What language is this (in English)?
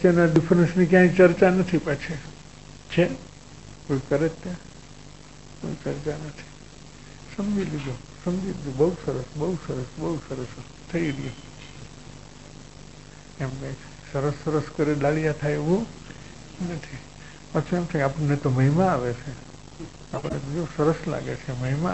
Gujarati